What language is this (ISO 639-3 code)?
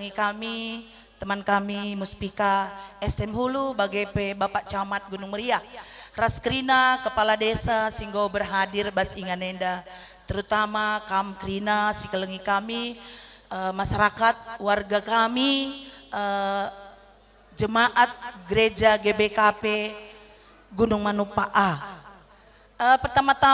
btx